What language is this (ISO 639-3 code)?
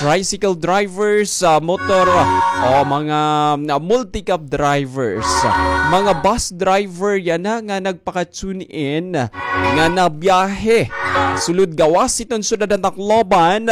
war